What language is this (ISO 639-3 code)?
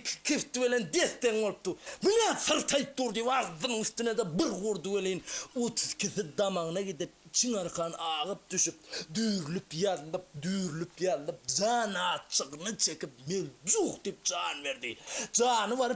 tuk